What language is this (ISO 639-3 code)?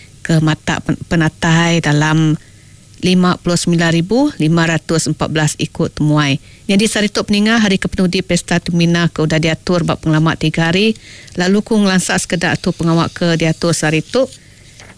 iba